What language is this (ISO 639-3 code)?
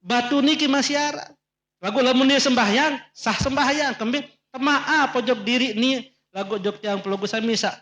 sas